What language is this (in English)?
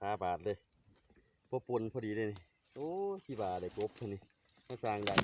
Northeastern Thai